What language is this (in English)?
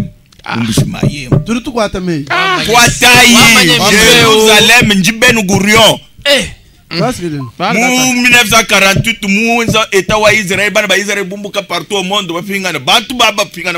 Luba-Lulua